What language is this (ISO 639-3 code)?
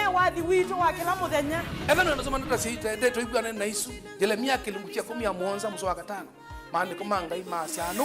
kam